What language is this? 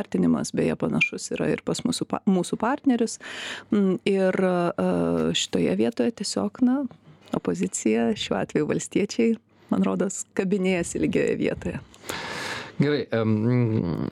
Lithuanian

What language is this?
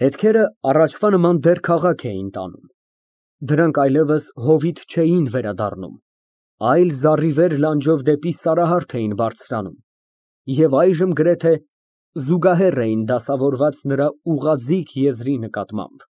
Armenian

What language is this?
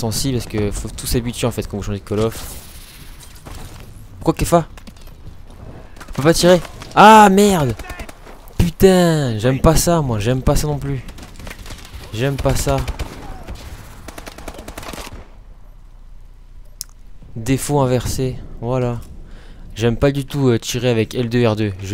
French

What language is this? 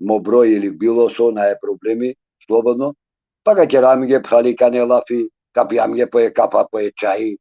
Balkan Romani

